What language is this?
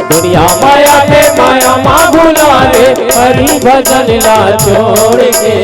Chhattisgarhi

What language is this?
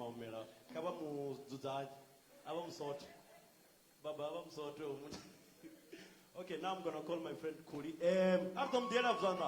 Venda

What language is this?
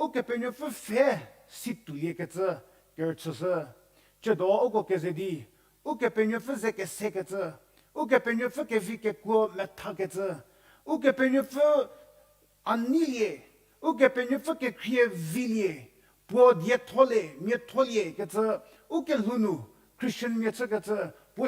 Angami Naga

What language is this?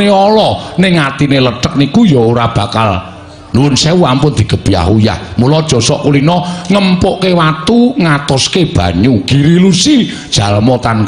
Javanese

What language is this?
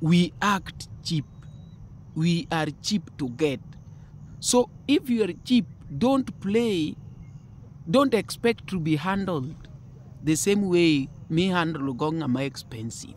Luo (Kenya and Tanzania)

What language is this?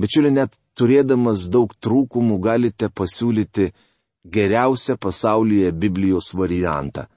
Lithuanian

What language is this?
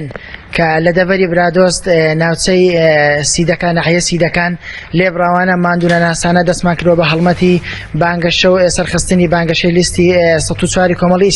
Central Kurdish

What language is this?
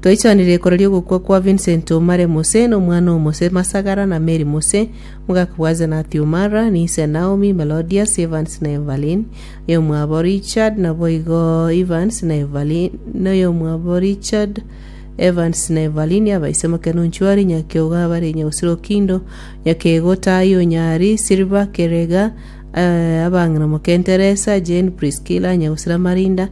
Gusii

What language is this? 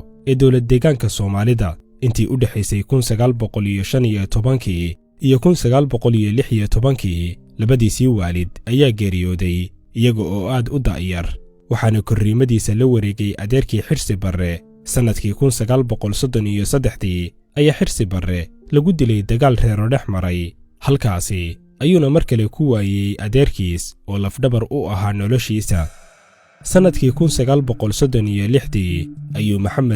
Somali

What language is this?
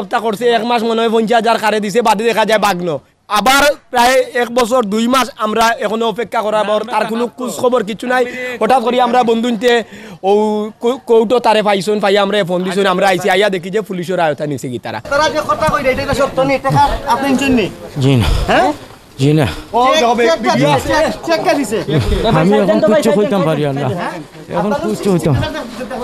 Sylheti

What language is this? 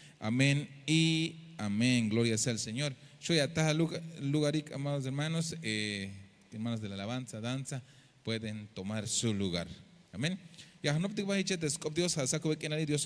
Tzeltal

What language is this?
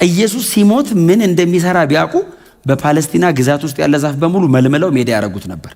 Amharic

